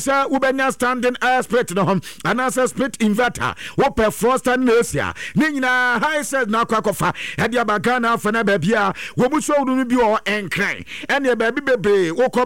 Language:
Akan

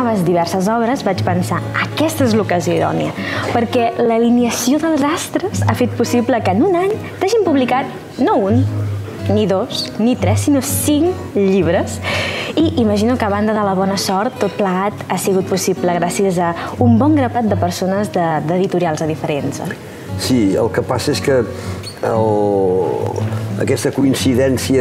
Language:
Catalan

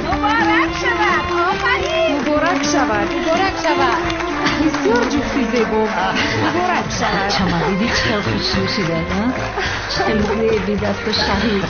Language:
Tajik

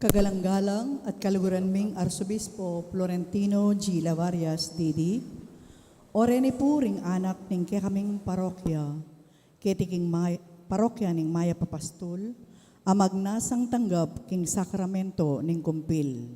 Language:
Pampanga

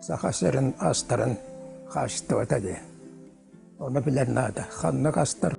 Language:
Yakut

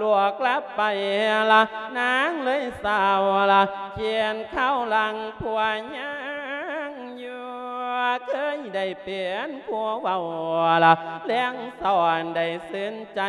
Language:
Lao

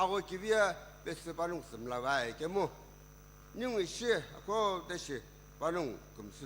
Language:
Sumi Naga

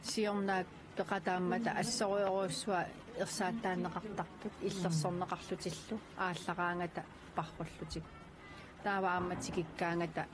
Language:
Kalaallisut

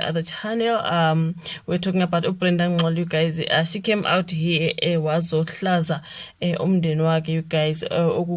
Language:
Zulu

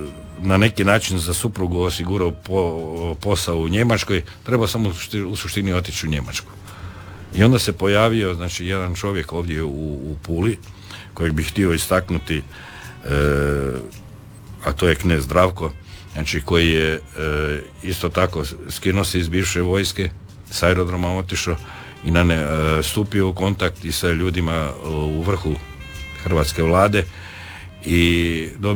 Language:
Croatian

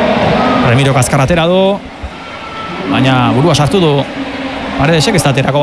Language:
Basque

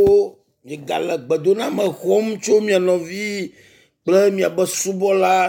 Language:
Ewe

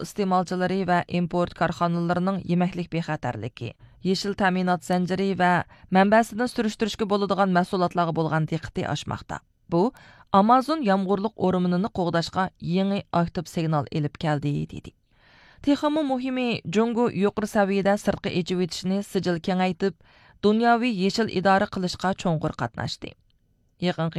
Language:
Uyghur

